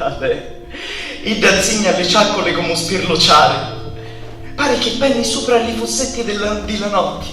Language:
Sicilian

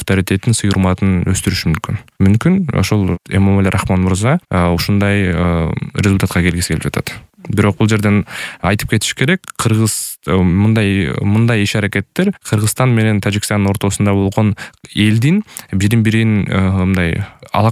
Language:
Kyrgyz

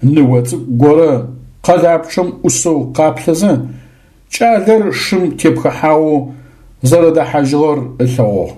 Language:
Adyghe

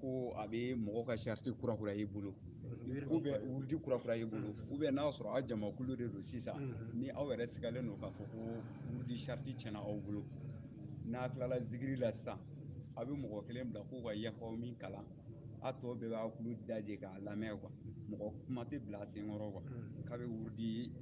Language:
Bambara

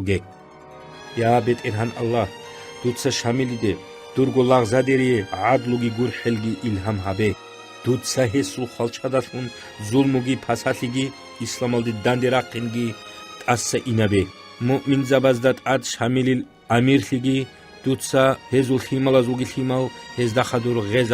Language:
Avaric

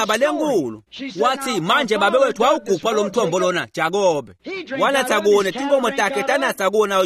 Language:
Swati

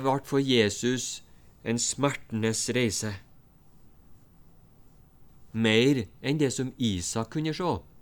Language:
Norwegian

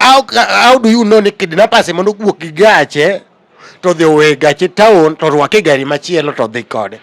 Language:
Luo (Kenya and Tanzania)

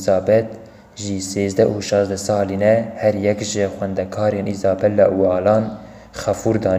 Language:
Kurdish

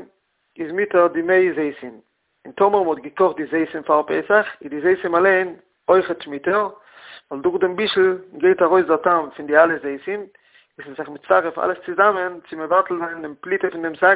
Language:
Yiddish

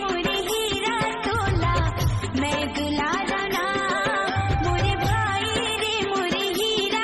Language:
Chhattisgarhi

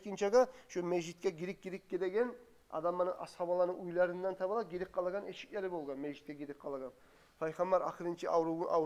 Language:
Kumyk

